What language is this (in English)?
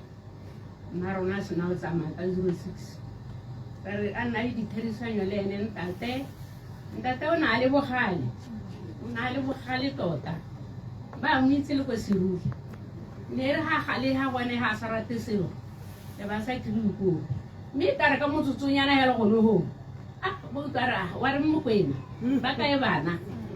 Tswana